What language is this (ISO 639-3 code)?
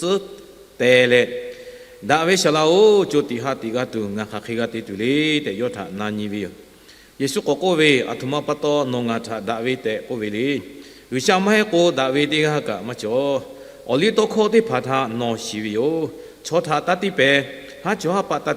lhu